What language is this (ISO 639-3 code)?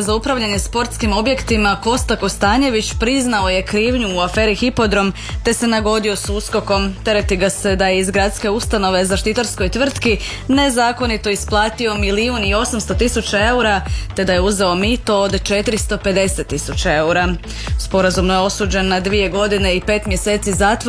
hrv